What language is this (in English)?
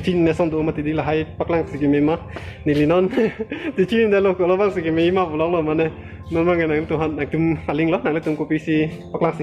Karbi